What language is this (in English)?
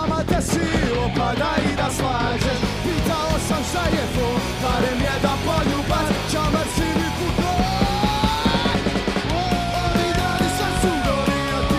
Bosnian